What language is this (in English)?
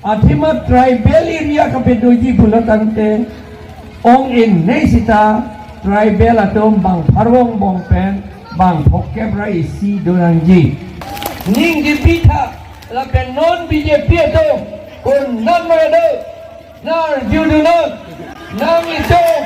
Karbi